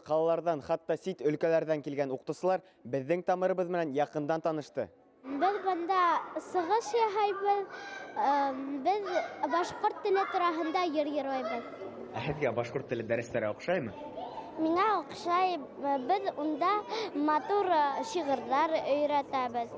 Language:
Bashkir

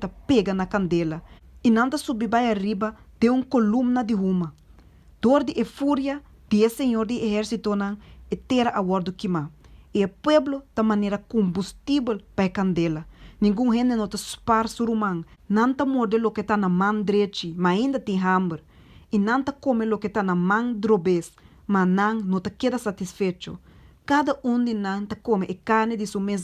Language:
Papiamento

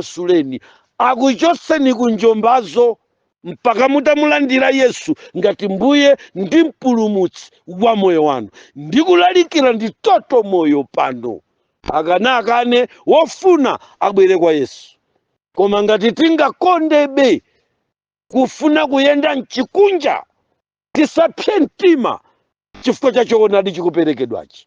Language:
Nyanja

